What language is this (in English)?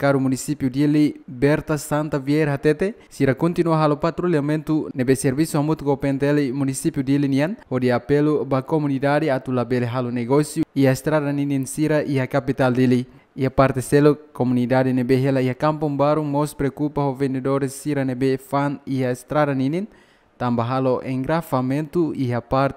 Tetum